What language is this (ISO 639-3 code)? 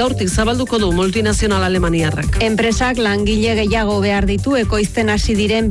eus